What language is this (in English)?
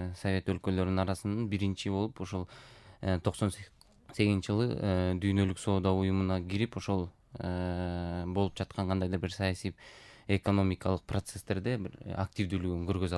Kyrgyz